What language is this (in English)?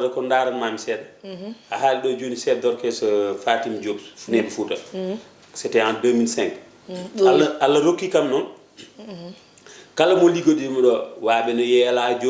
Fula